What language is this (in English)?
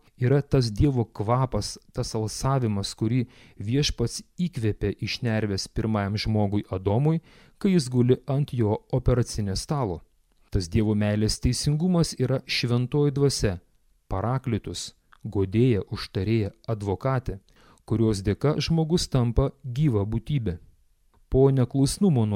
Lithuanian